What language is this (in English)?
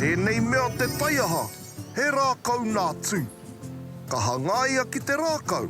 Māori